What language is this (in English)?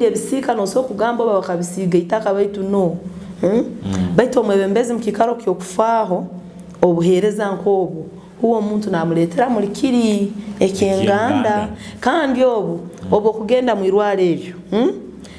Nyoro